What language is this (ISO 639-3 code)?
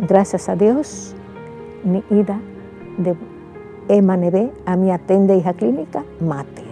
tet